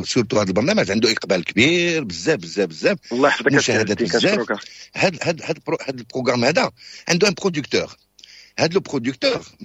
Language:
Moroccan Arabic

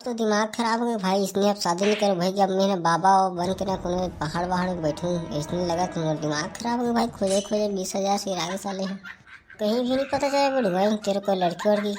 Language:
Chhattisgarhi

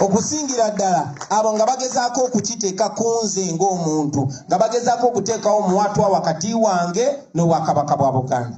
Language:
Ganda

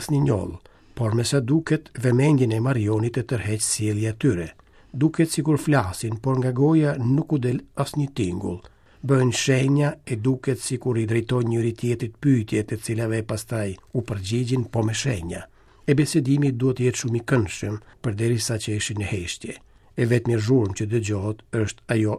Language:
Albanian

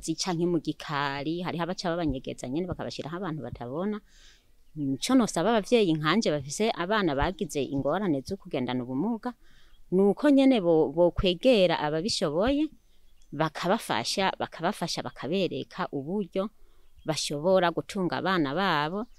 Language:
Rundi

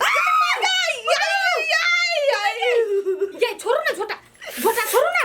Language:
Maithili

